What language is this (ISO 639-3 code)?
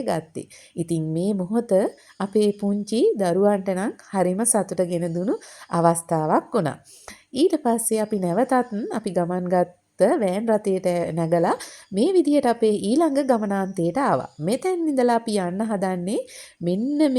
sin